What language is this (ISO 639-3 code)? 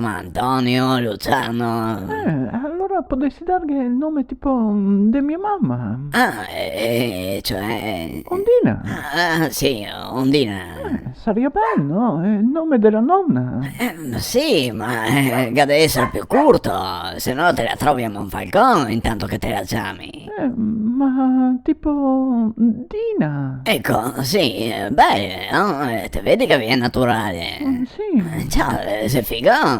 vec